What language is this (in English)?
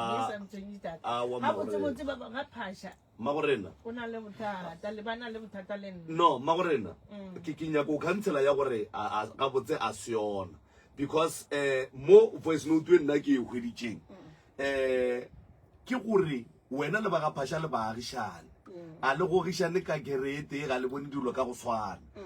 Northern Sotho